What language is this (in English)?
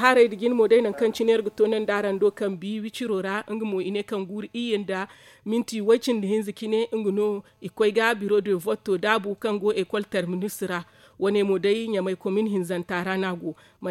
Zarma